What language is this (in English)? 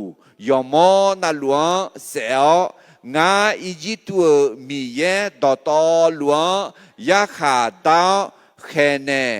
Akha